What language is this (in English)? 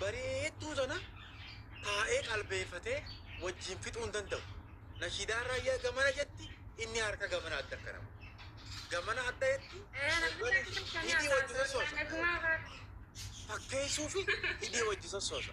Oromo